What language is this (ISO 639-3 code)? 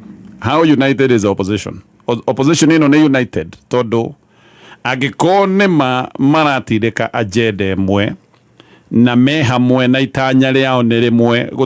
kik